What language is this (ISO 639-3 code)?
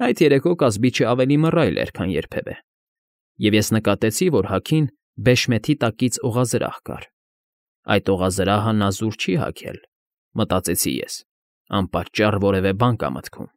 hye